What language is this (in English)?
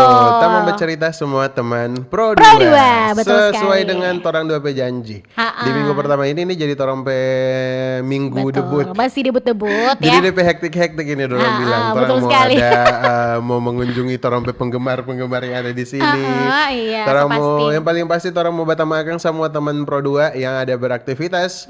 Manado Malay